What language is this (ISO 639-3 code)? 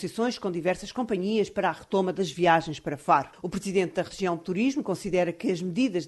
por